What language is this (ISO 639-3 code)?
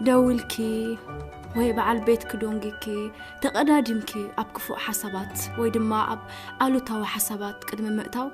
tir